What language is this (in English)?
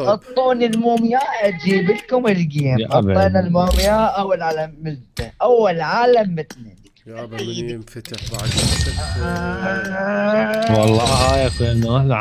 Mesopotamian Arabic